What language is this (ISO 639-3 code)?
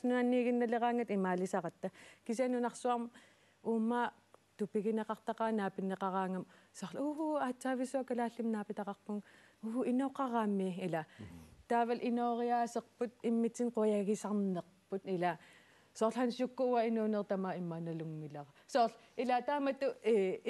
kal